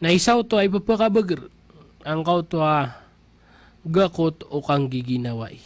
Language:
Maranao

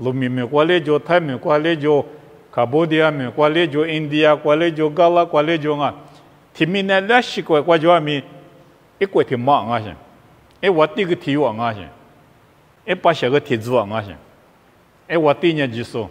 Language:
Lisu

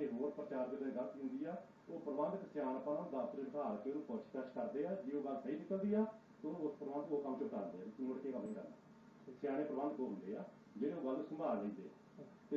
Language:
Punjabi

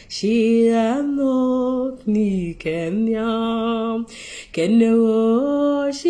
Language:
Nuer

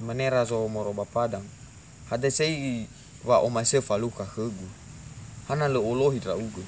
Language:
Nias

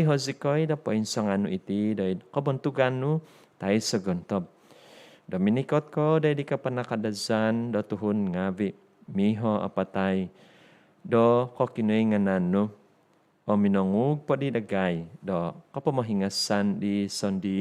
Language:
Central Dusun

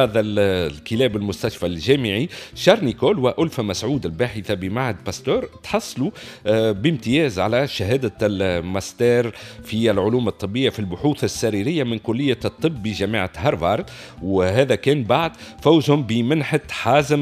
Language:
Tunisian Arabic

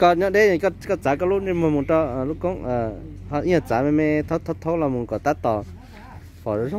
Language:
Hmong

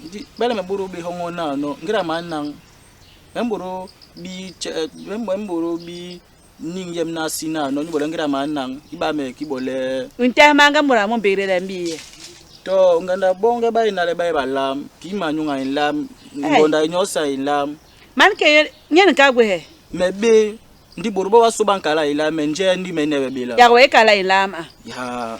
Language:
Basaa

